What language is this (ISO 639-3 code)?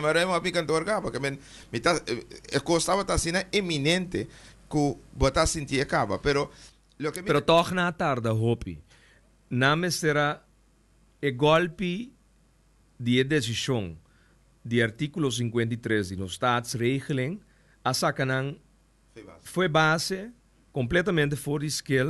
pap